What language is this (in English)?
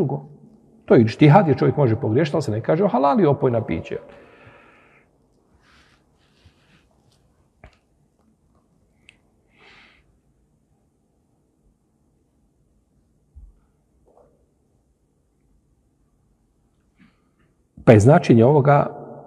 Bosnian